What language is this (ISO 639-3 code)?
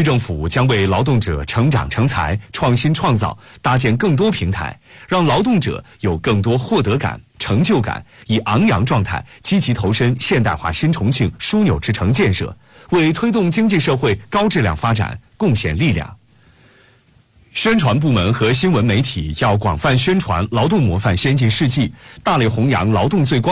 zho